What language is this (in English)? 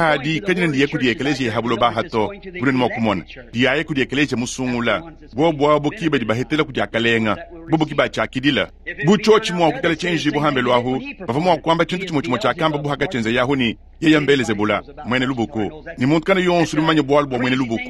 Luba-Lulua